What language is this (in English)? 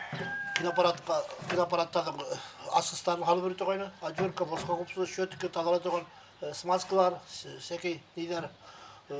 Bashkir